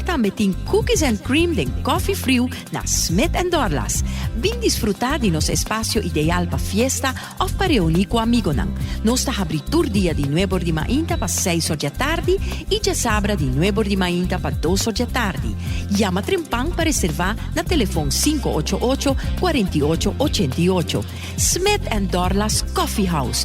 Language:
Papiamento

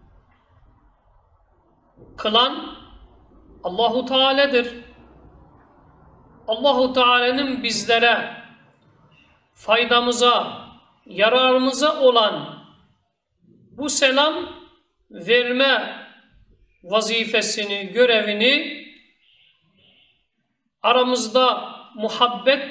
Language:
Turkish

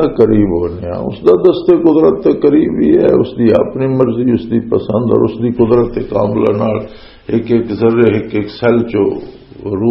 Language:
Western Panjabi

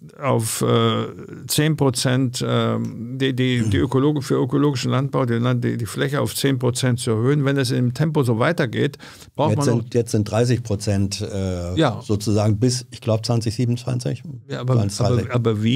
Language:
German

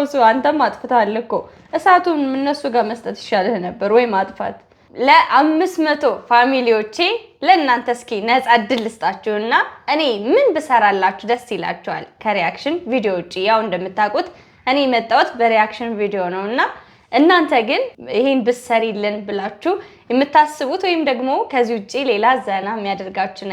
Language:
Amharic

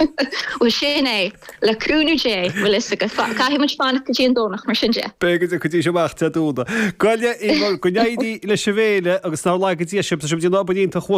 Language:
Irish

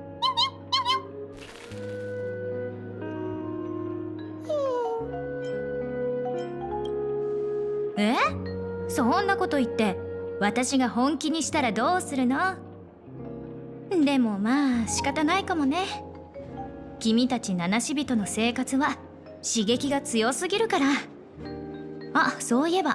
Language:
Japanese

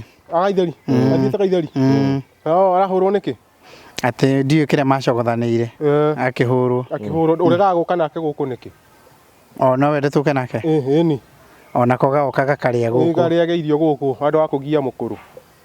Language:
Kikuyu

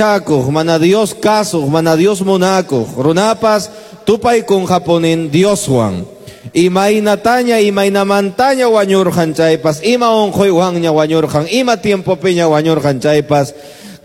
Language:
Quechua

